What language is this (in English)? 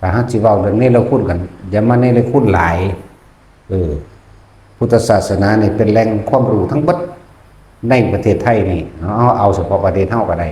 Lao